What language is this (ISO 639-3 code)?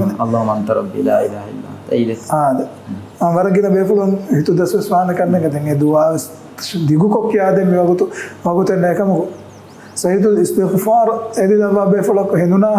div